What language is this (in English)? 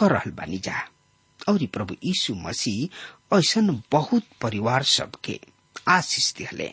Bhojpuri